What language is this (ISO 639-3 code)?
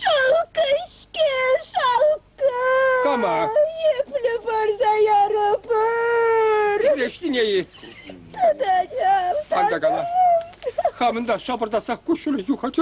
chv